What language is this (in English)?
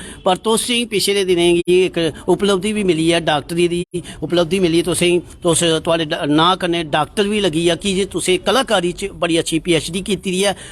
Dogri